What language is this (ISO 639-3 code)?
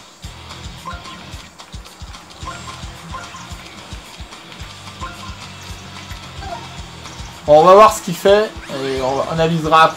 fra